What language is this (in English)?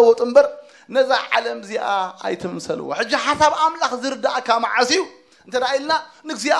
Tigrinya